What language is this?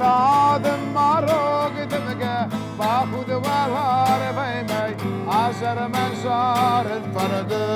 Ossetic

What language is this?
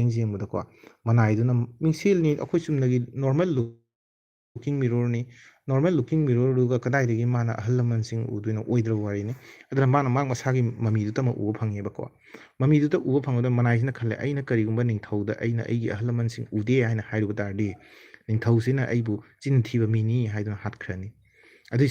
Manipuri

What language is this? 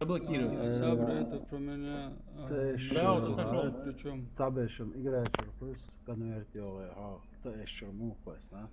Chechen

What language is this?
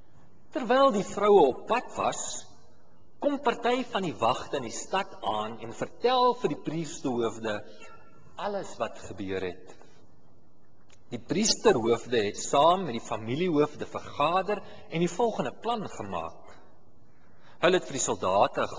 Afrikaans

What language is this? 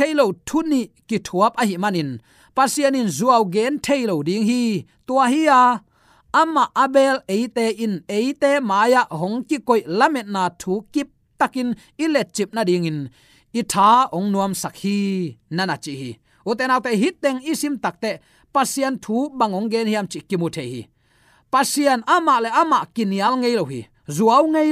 Tedim Chin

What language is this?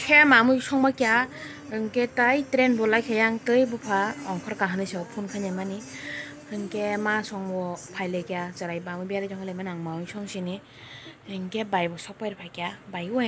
Kok Borok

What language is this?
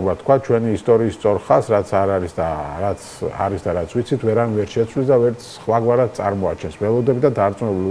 Georgian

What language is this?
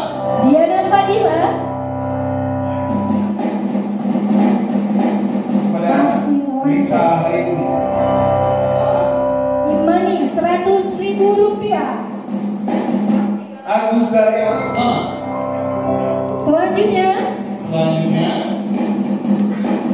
Indonesian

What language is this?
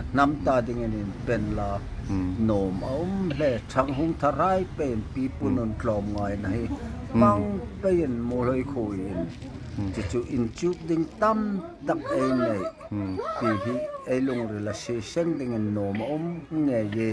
Hmar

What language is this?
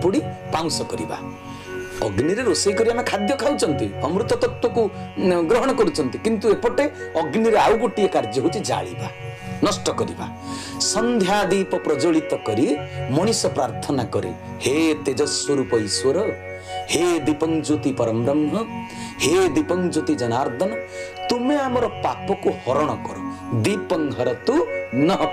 Odia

